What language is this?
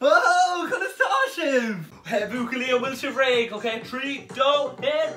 Irish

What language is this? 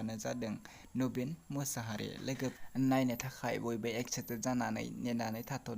Bodo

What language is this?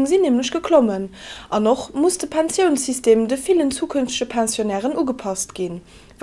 Luxembourgish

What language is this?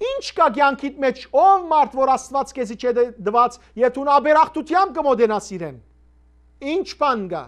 Western Armenian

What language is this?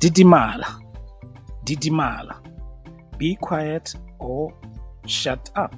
Tswana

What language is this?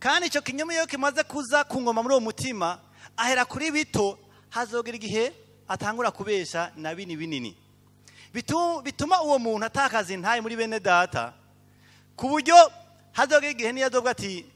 Rundi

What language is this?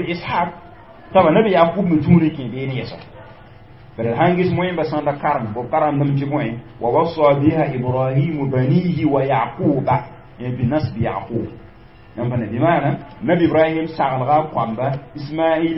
Mossi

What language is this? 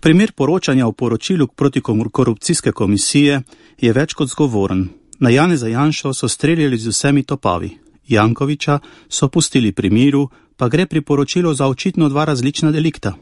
Slovenian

